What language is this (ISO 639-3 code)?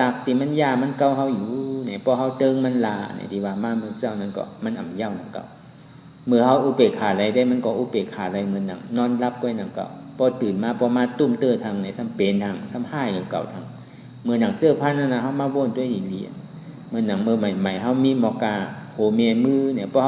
shn